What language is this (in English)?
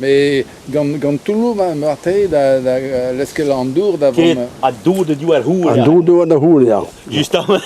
Breton